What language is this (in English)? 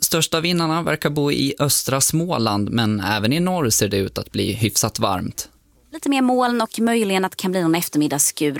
Swedish